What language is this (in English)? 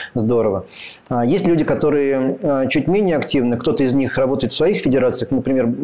Russian